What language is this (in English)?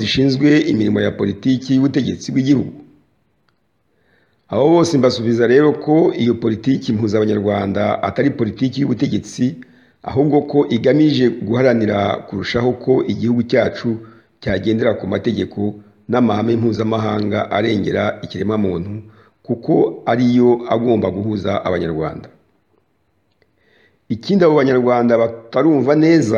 Kinyarwanda